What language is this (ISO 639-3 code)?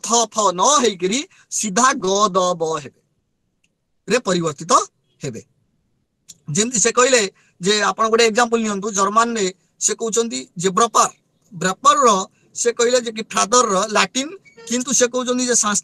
ori